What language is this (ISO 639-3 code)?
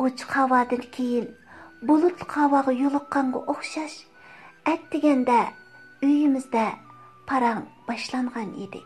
uig